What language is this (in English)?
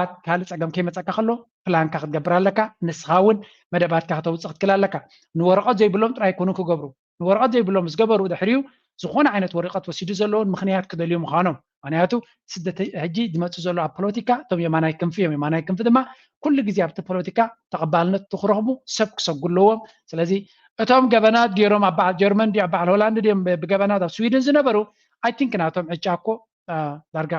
Tigrinya